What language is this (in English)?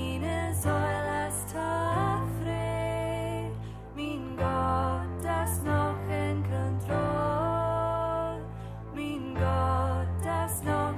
Plautdietsch